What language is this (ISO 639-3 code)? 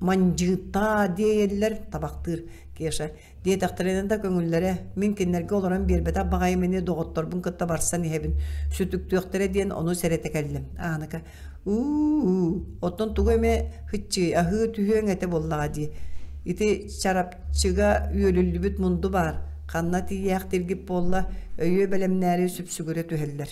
sah